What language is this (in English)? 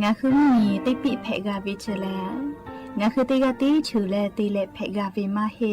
Lahu